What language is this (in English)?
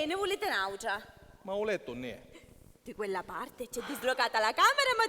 Sicilian